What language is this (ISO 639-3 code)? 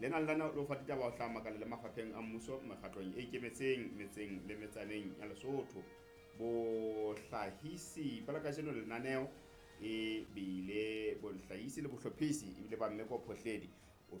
sot